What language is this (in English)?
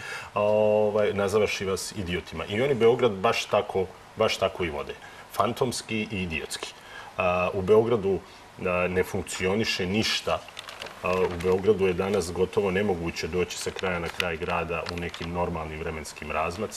Serbian